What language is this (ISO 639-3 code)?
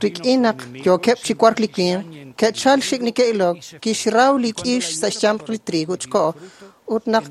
kek